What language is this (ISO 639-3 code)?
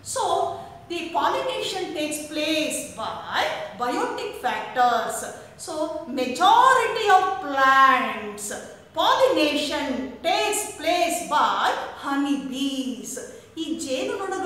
kan